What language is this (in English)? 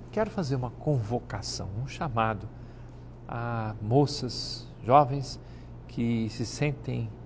Portuguese